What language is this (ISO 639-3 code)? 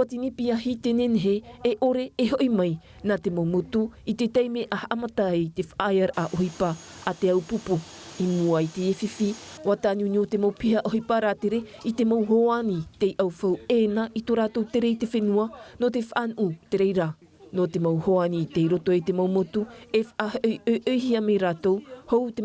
tah